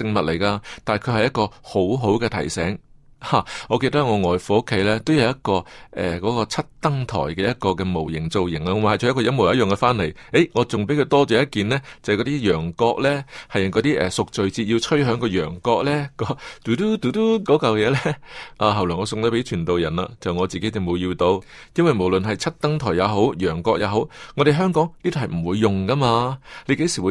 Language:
Cantonese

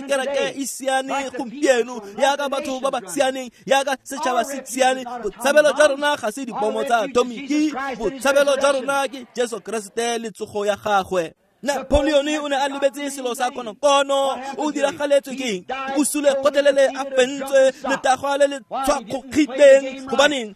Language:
Tswana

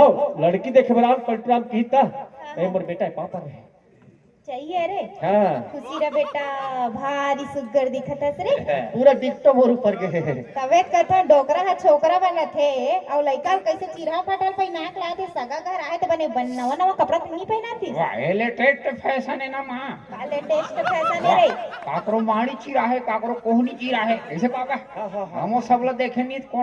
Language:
Chhattisgarhi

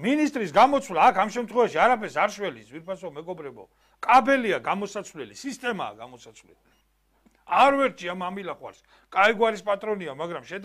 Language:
Georgian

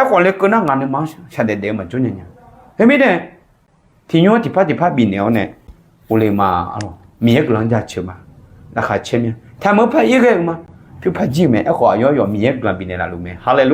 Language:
Akha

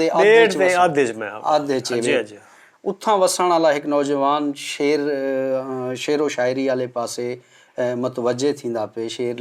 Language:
Saraiki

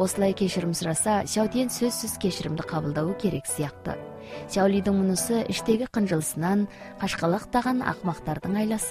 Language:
Kazakh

